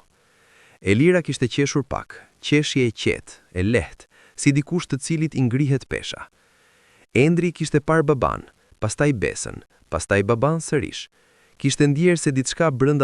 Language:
Albanian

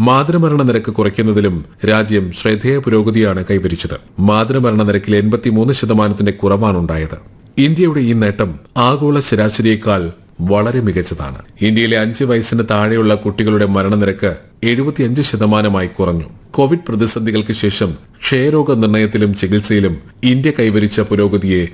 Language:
Malayalam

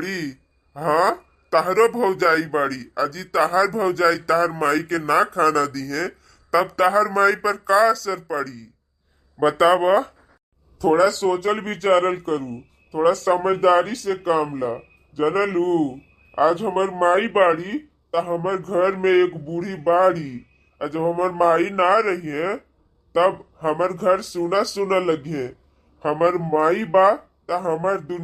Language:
Bhojpuri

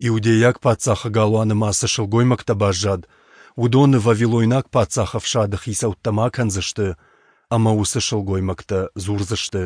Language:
Ossetic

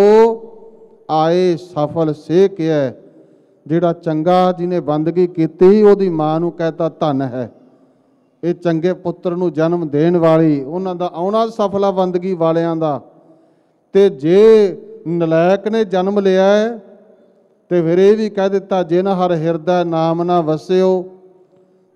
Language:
Punjabi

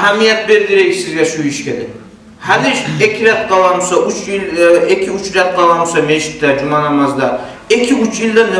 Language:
Kumyk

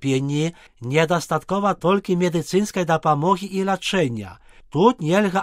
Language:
Belarusian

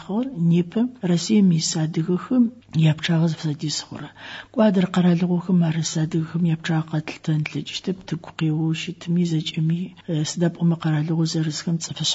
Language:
Adyghe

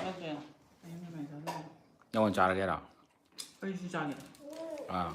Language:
Manipuri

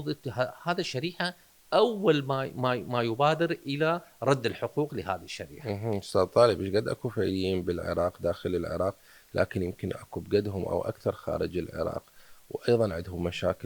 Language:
Mesopotamian Arabic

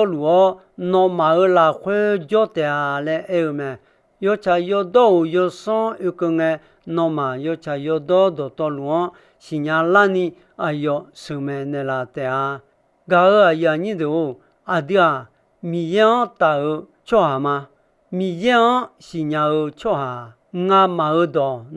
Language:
Akha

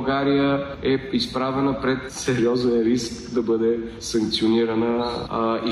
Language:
Bulgarian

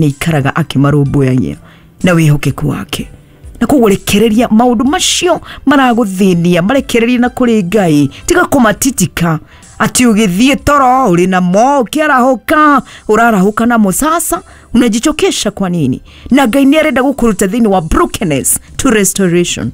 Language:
Kikuyu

